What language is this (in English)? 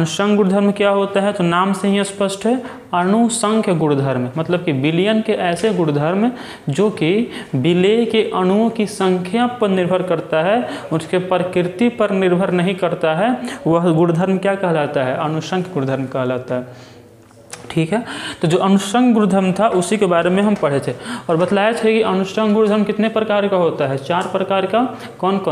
Hindi